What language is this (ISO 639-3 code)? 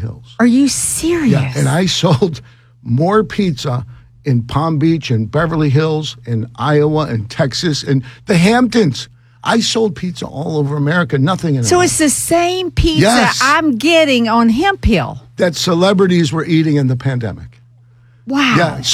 eng